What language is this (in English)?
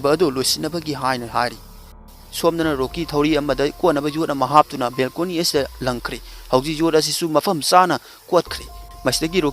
Manipuri